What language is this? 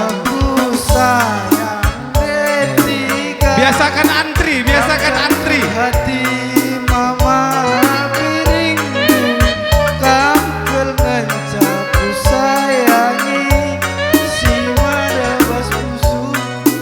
Batak Karo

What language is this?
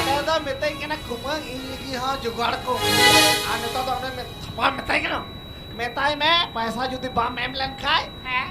Santali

